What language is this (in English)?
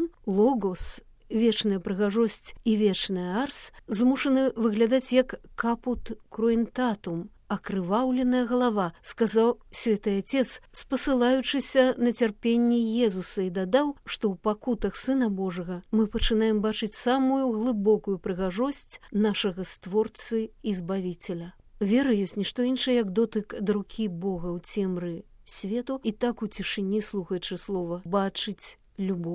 Belarusian